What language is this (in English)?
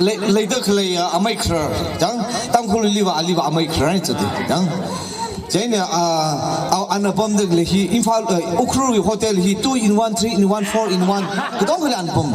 Tangkhul Naga (India)